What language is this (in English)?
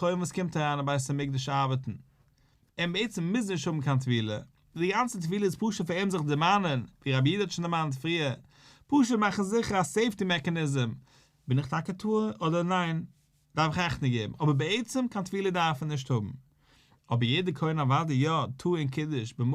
Yiddish